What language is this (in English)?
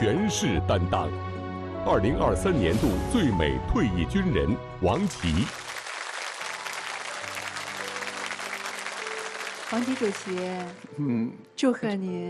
Chinese